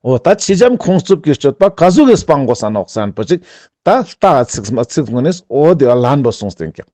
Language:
Ladakhi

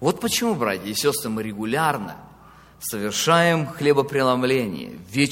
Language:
Russian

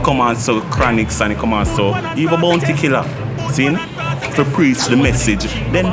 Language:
Jamaican Creole English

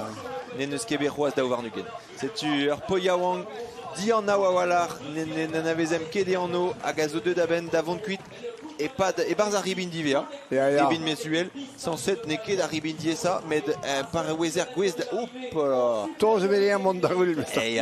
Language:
Breton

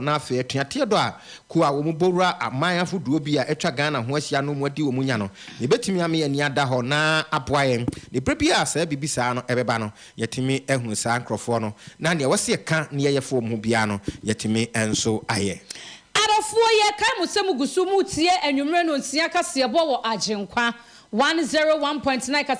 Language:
Akan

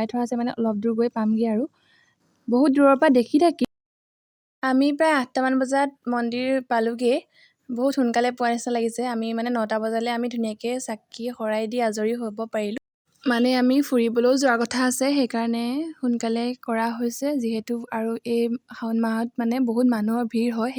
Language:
Assamese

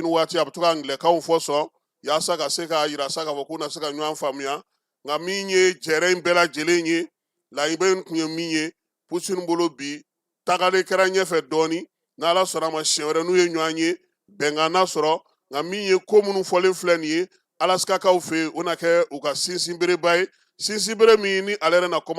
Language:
Bambara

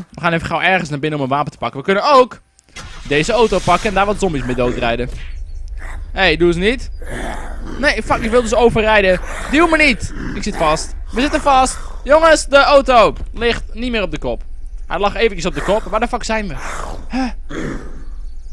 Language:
Dutch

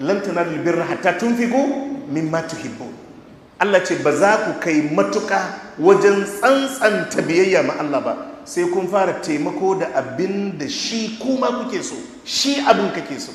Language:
Hausa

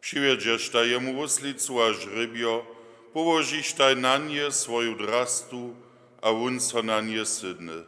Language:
Upper Sorbian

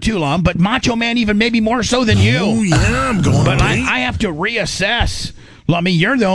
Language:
English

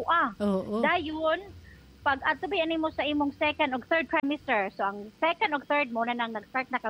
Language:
Cebuano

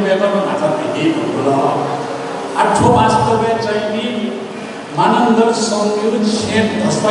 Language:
Newari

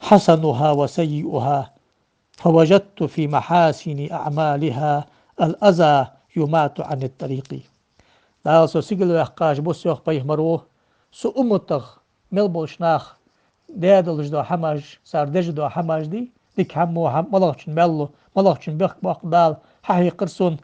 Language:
Ingush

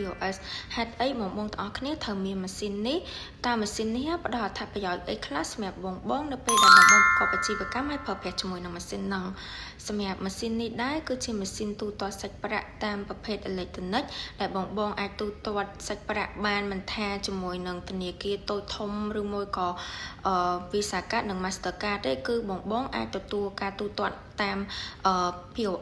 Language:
Khmer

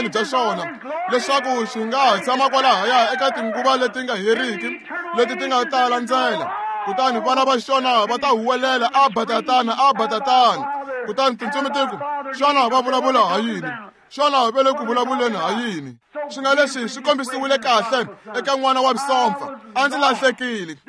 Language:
Tsonga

